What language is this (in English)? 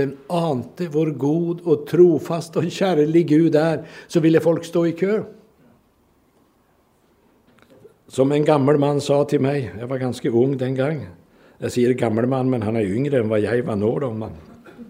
Norwegian